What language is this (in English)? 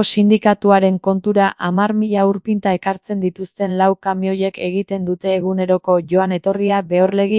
Basque